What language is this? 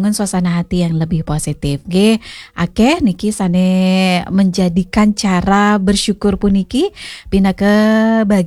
Balinese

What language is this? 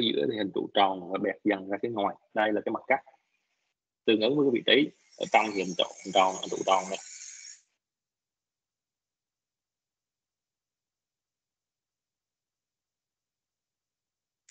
Vietnamese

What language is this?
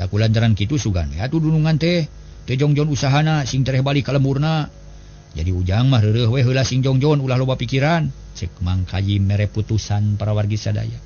Sundanese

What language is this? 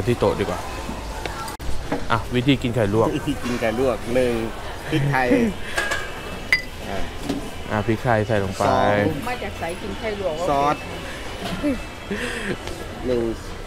Thai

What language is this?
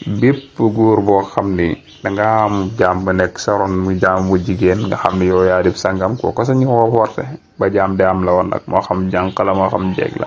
Wolof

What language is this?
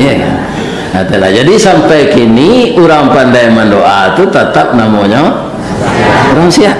Minangkabau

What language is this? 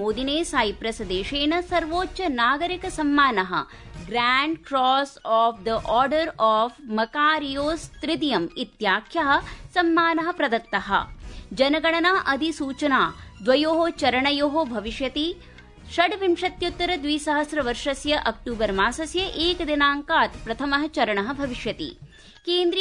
Sanskrit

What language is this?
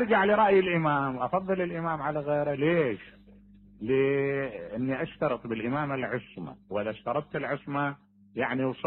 Mesopotamian Arabic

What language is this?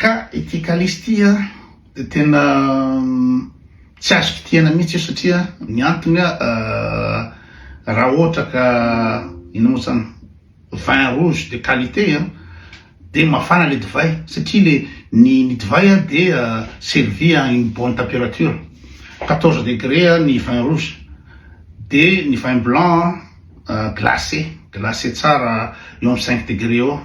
Malagasy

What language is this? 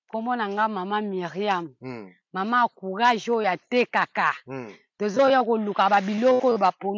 Lingala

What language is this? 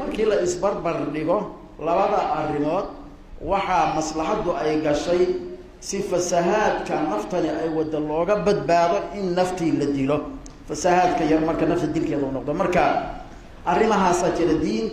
Somali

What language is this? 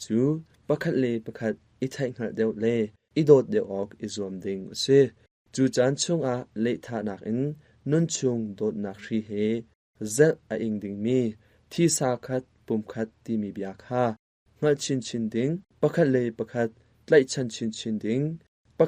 Hakha Chin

